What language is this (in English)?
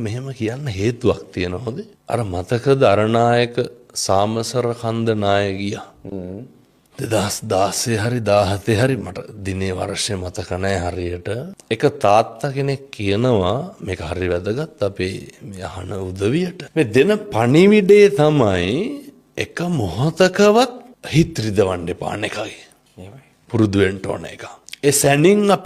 Sinhala